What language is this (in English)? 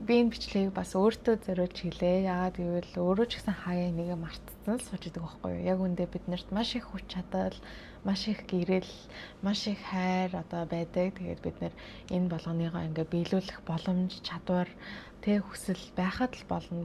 Mongolian